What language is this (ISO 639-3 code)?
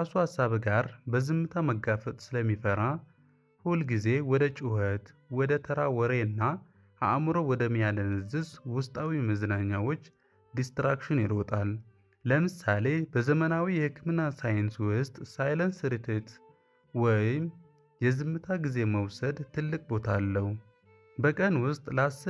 amh